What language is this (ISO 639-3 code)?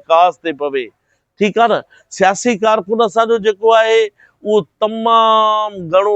snd